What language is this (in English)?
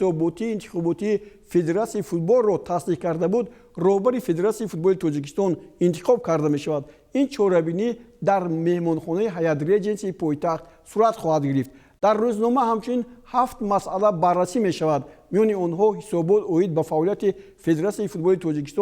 Tajik